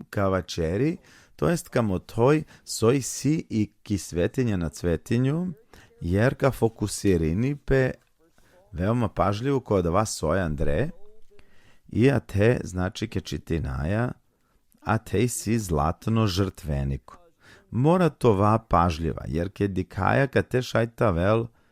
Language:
Balkan Romani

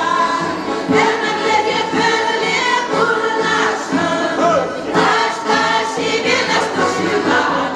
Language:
Chuvash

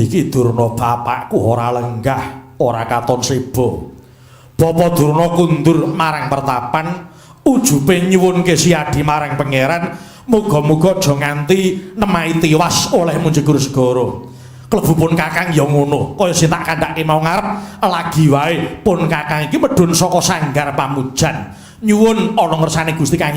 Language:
Javanese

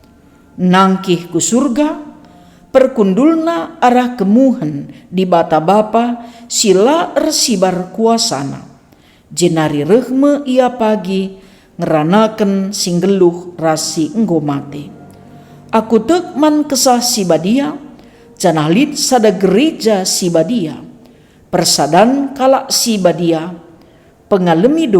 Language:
Batak Karo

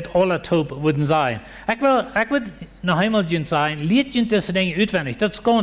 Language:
Plautdietsch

